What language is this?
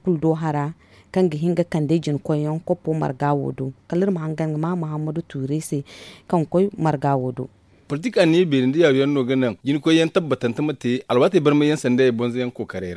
Zarma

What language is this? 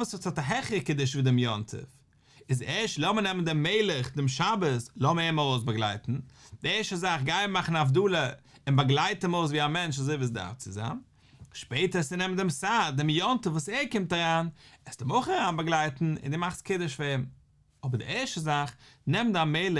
Yiddish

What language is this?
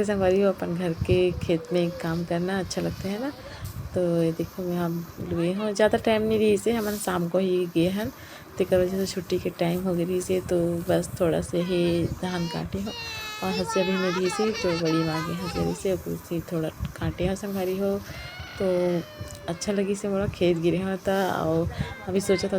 Chhattisgarhi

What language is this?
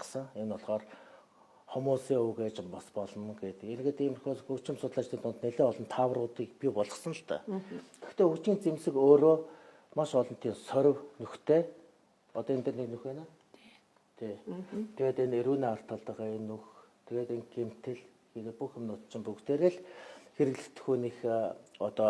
Mongolian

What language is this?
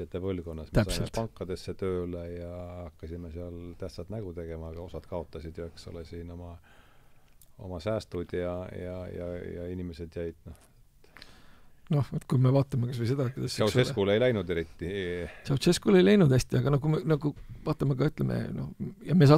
Estonian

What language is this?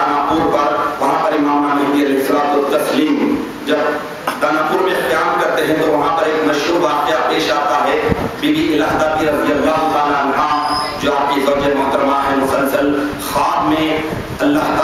Urdu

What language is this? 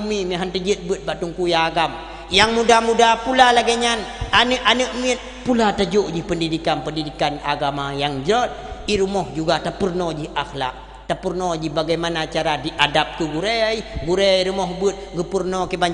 Achinese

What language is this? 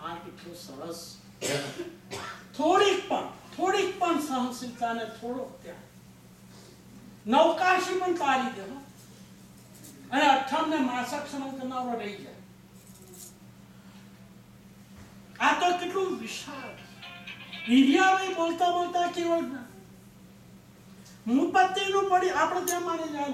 Gujarati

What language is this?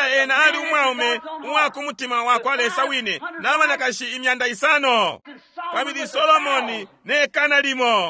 Bemba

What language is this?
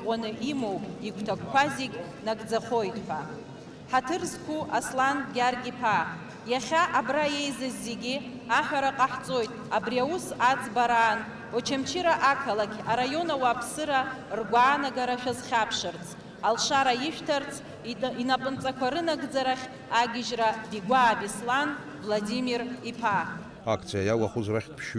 Abkhazian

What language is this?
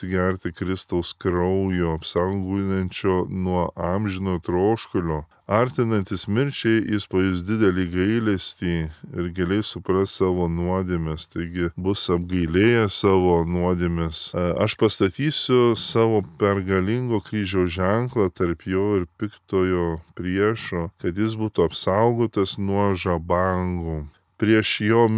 Lithuanian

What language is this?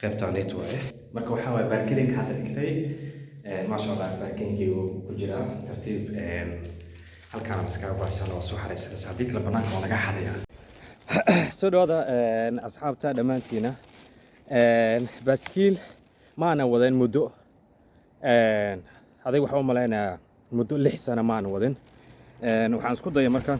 Somali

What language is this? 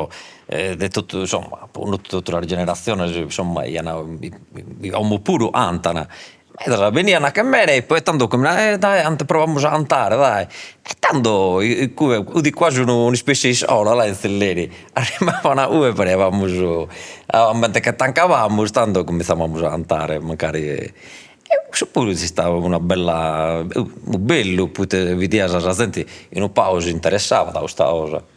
Sardinian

